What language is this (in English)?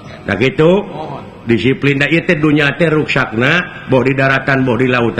Sundanese